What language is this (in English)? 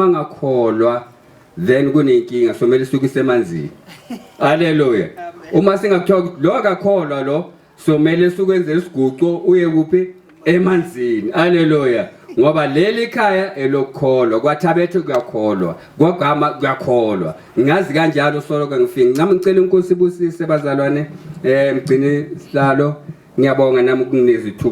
Zulu